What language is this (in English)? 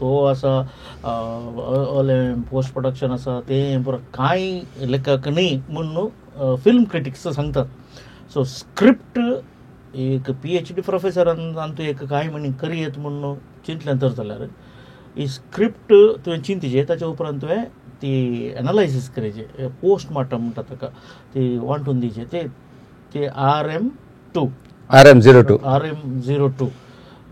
Konkani